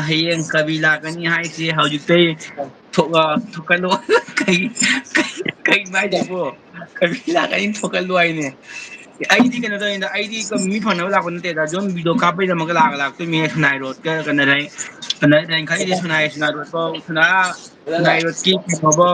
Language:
Manipuri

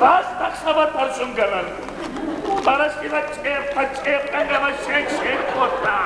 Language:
Ossetic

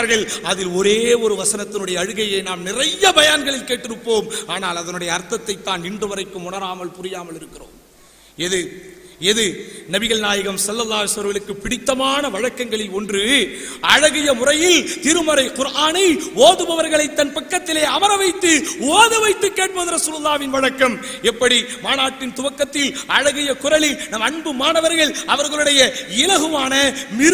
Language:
Tamil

